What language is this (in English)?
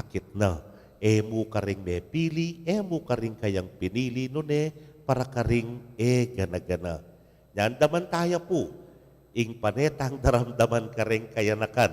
Pampanga